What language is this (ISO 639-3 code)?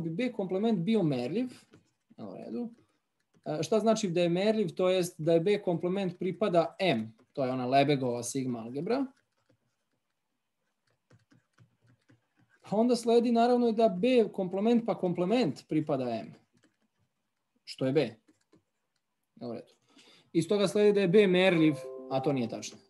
srp